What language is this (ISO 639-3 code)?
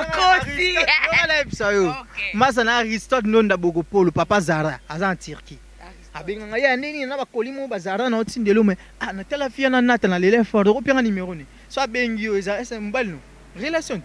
lin